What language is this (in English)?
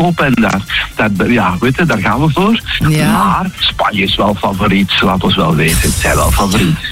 Dutch